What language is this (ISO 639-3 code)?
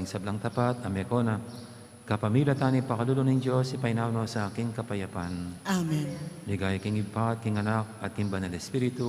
pam